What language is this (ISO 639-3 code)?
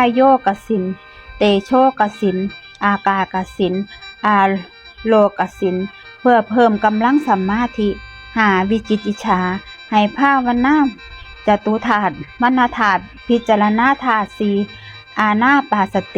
tts